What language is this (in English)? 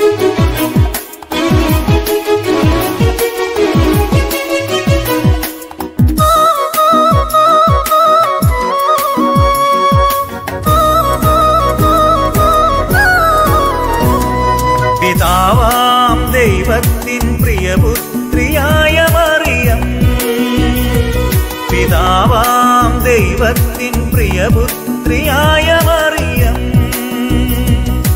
Malayalam